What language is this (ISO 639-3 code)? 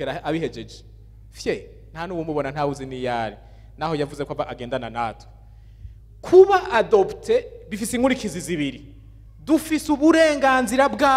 run